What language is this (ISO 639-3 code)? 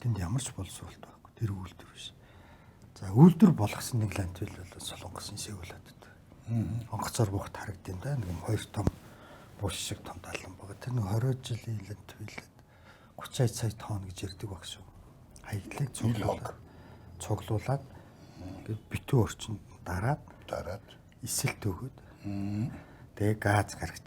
mon